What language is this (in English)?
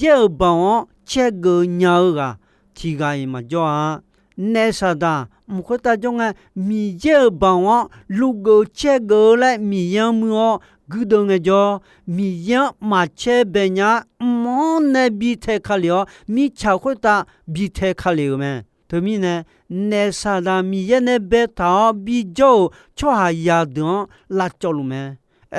Akha